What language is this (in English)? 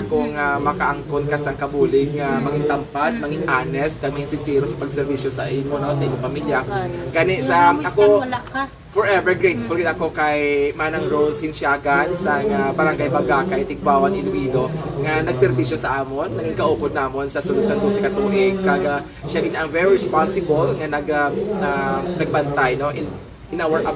Hiligaynon